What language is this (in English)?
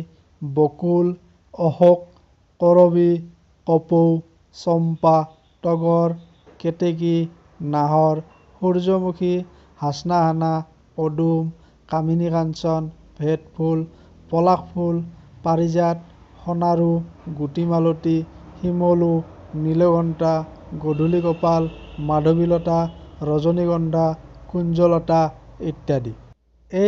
Assamese